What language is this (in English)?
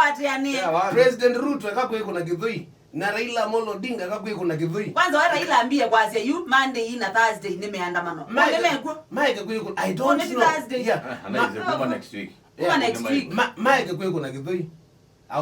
Kamba